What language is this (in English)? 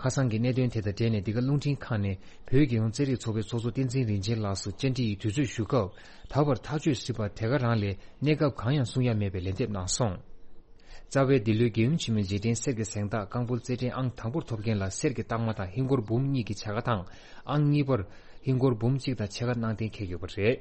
Tibetan